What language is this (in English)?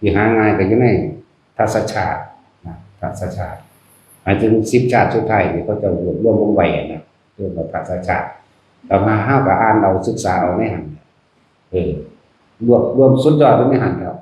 Northeastern Thai